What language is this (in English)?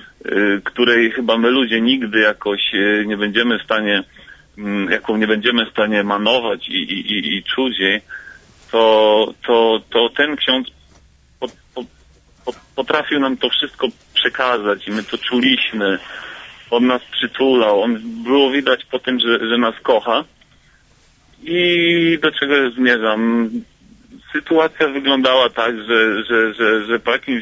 Polish